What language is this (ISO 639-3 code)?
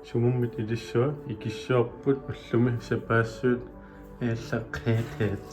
kal